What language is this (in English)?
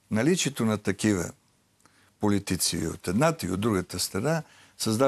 Bulgarian